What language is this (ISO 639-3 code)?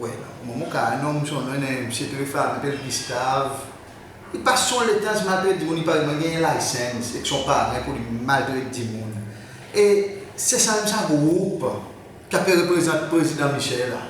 crs